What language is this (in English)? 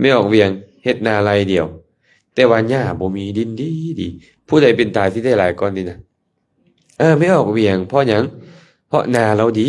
Lao